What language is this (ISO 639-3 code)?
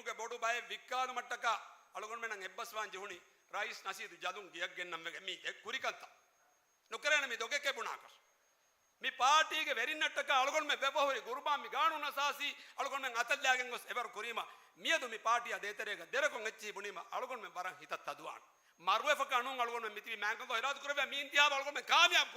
div